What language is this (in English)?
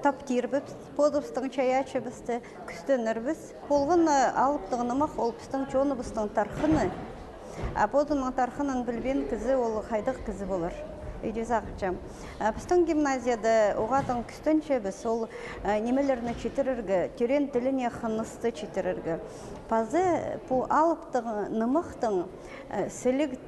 Khakas